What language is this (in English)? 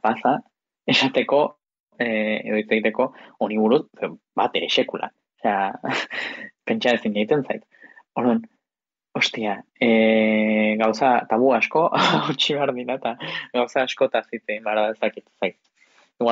Basque